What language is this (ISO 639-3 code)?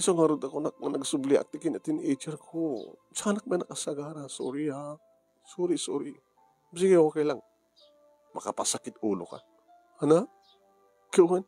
ilo